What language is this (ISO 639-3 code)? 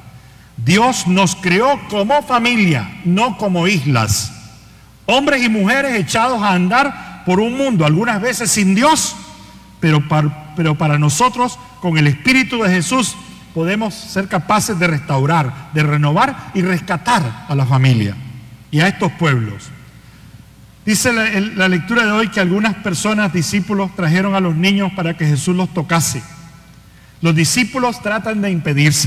spa